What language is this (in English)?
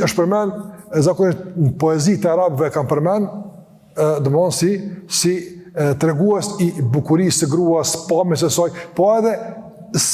Albanian